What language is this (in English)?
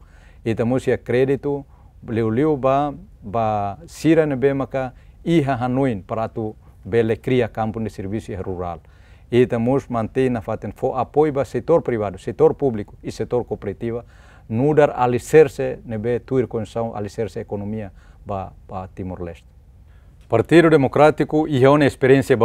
Tetum